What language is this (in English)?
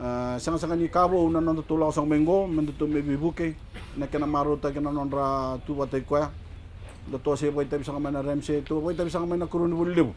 Fijian